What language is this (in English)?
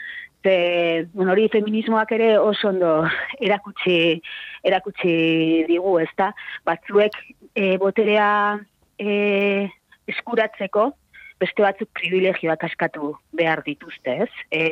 Basque